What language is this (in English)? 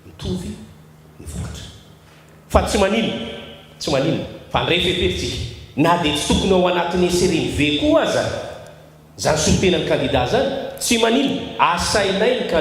Malagasy